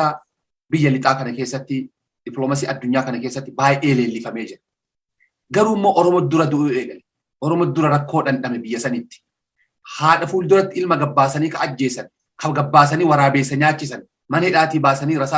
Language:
Oromo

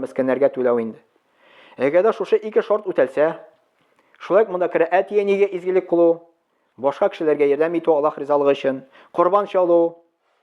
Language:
Tatar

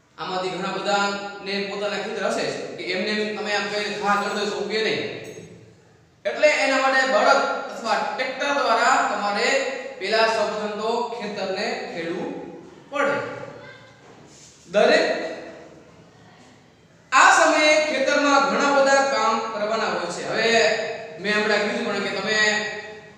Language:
Gujarati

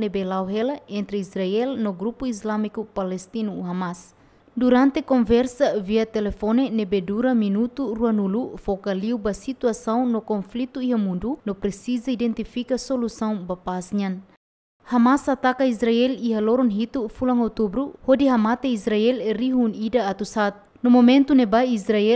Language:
Tetum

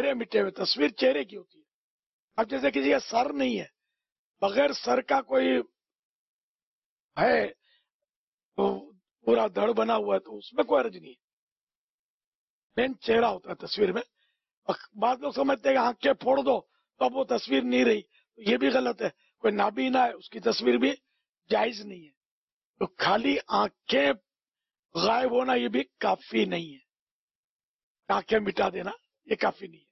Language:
Urdu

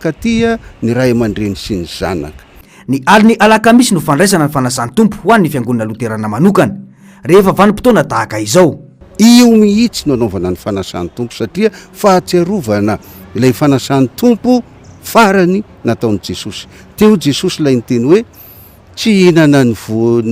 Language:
Malagasy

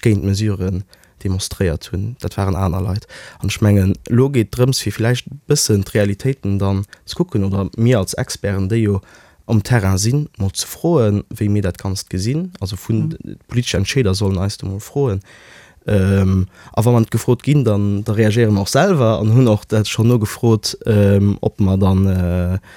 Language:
Luxembourgish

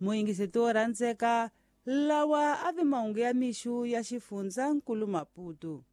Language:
Tsonga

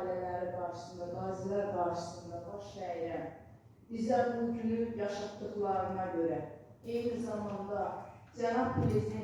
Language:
Azerbaijani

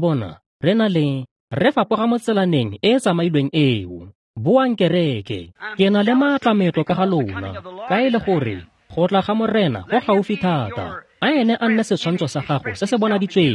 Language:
Tswana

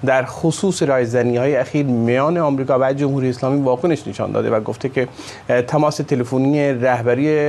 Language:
Persian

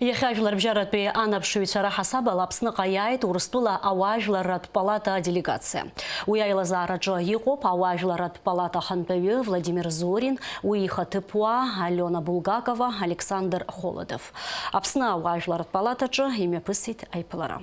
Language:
Abkhazian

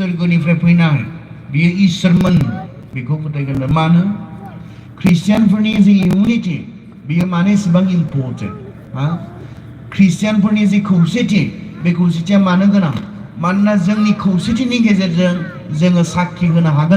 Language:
Bodo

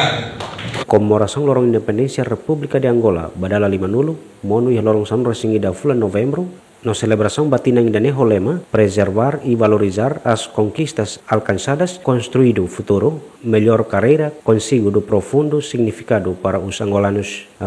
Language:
Tetum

